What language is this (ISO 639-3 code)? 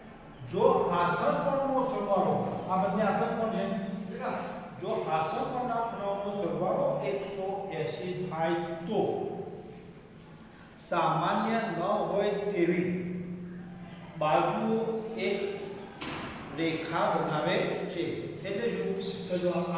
guj